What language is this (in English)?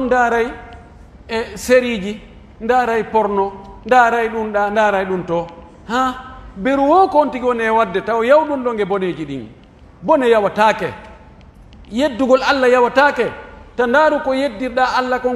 Pular